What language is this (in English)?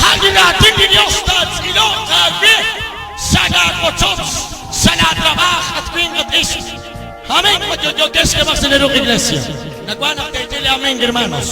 Kekchí